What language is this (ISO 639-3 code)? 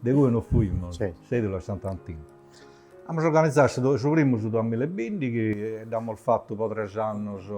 srd